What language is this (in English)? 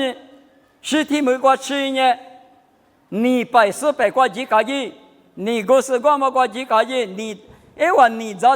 Lisu